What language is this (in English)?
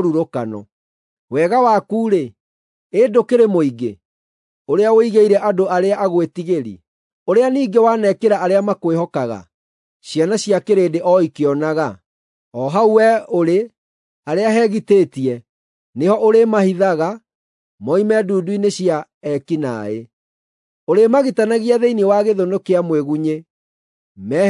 Kikuyu